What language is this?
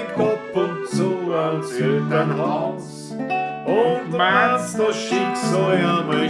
Bavarian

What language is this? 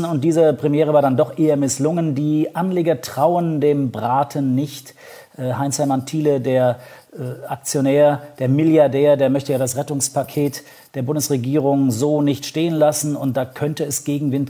German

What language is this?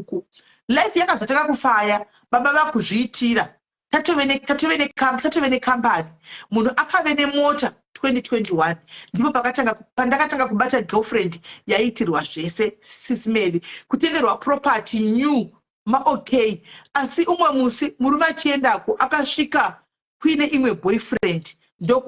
Shona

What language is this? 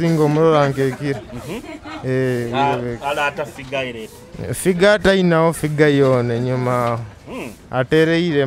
Nyoro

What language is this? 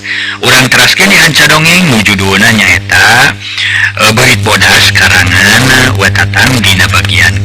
Sundanese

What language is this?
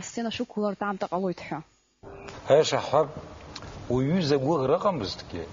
Abkhazian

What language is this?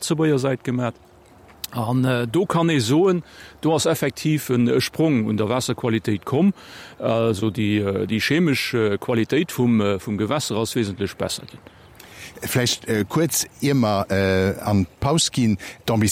Luxembourgish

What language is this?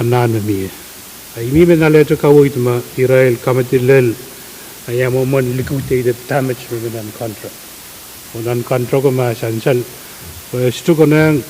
Pohnpeian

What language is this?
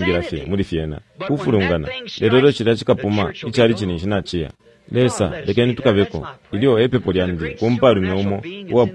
Bemba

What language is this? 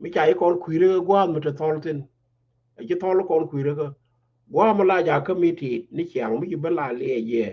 Nuer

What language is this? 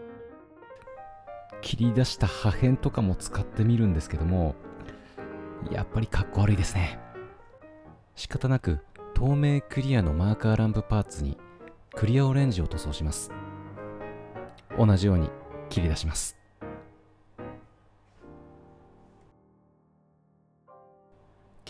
Japanese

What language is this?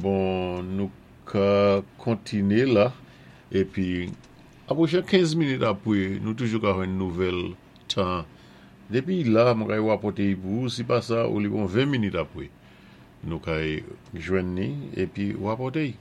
Saint Lucian Creole French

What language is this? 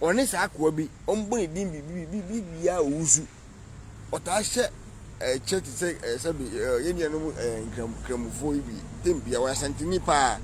Akan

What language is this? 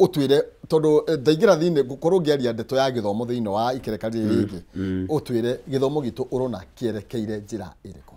Kikuyu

